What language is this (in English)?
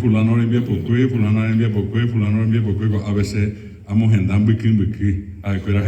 Guarani